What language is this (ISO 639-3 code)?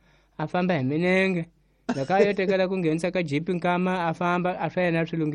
tso